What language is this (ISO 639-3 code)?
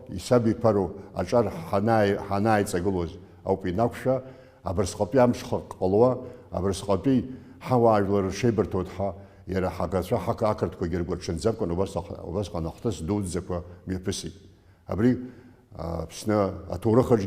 abk